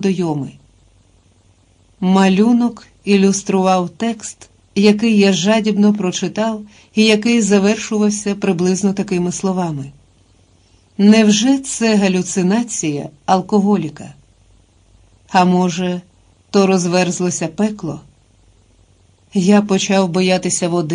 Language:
Ukrainian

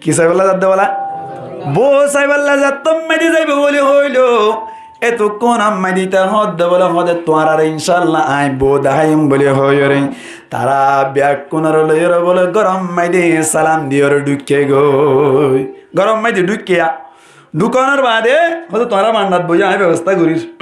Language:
Rohingya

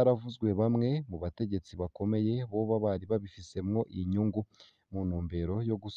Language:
Rundi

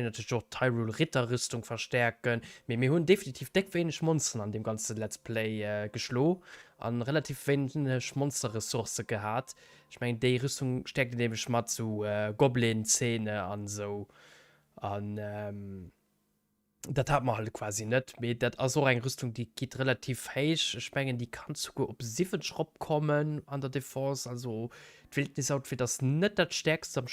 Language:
Luxembourgish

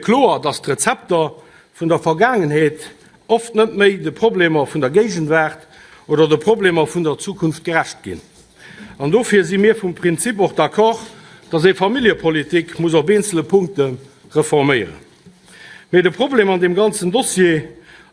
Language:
Luxembourgish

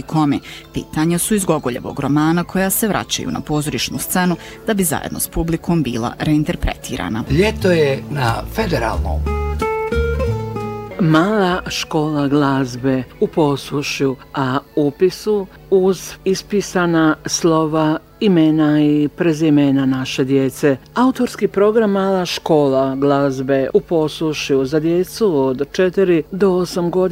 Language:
Bosnian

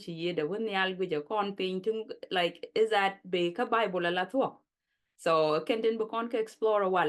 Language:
Nuer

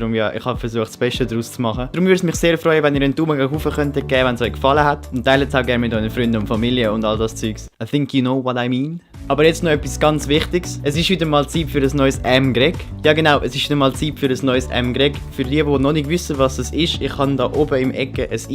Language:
Swiss German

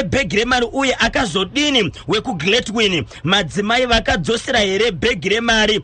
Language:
Shona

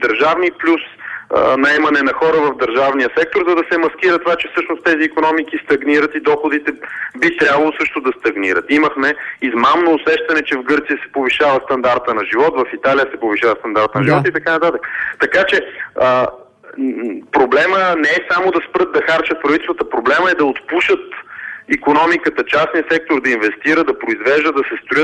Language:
Bulgarian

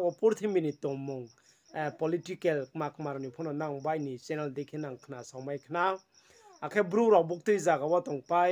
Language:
Riang (India)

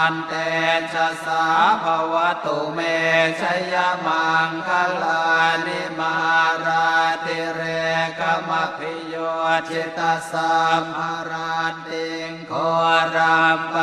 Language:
Pali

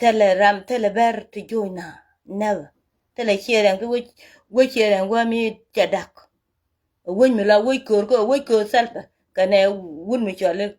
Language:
Nuer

